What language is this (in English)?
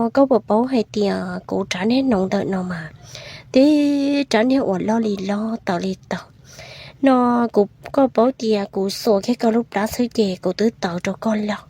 Hmong